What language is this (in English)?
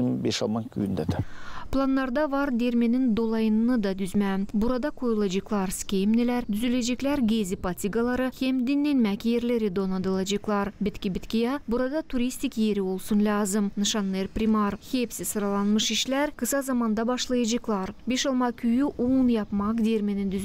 Gagauz